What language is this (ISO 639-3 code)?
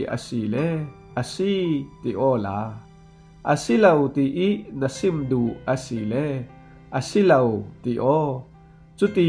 cfm